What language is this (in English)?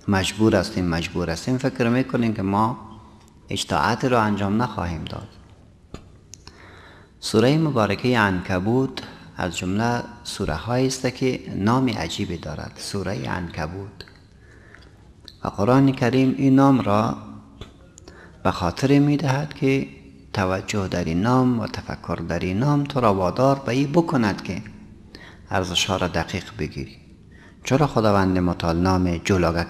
Persian